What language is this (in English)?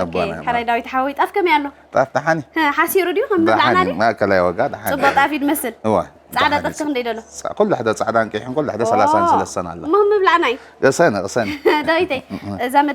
Tigrinya